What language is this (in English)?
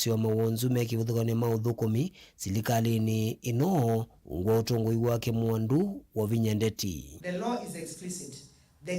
Kamba